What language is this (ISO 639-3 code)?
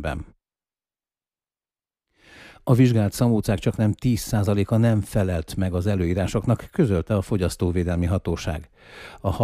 hun